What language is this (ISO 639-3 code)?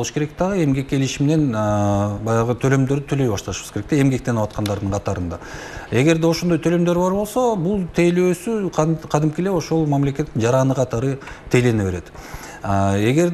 kir